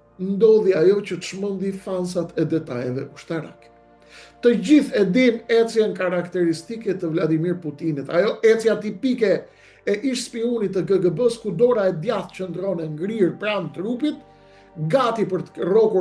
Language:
Albanian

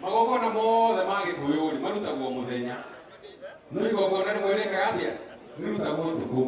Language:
Kikuyu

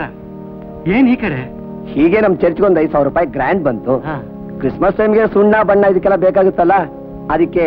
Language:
Kannada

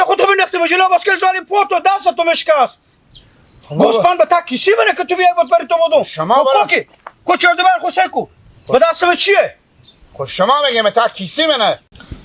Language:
Hazaragi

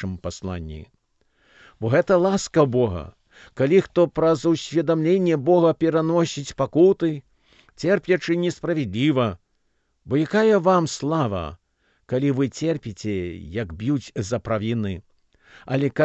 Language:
Belarusian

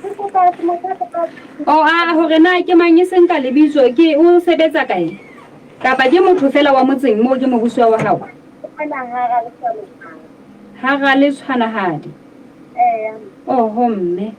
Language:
Southern Sotho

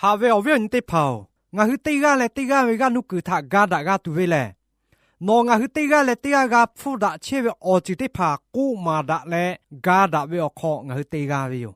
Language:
Lahu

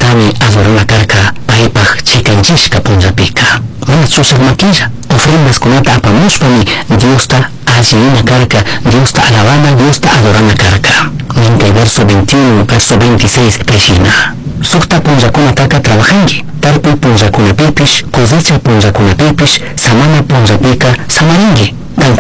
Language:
Chimborazo Highland Quichua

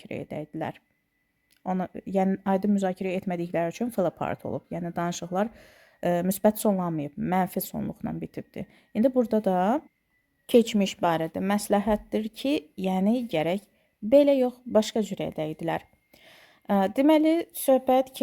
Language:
Azerbaijani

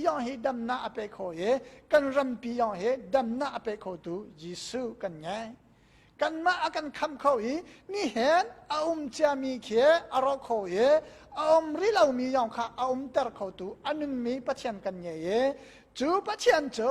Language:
Hakha Chin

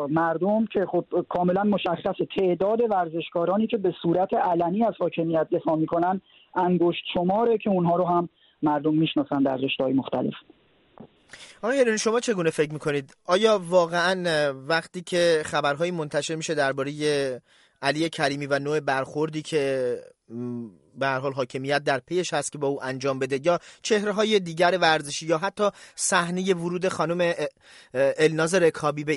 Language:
Persian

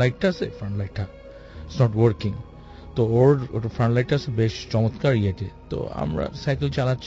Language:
Bangla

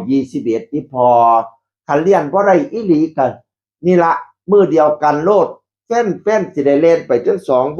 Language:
Northeastern Thai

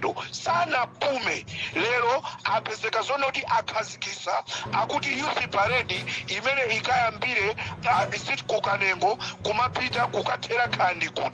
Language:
Nyanja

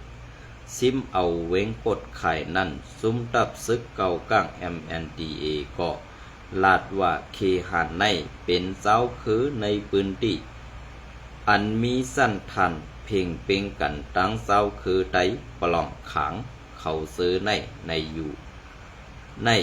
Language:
Shan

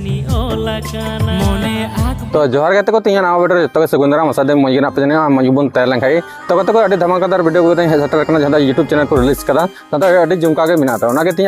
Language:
Santali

